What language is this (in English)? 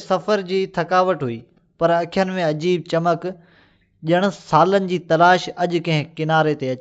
Sindhi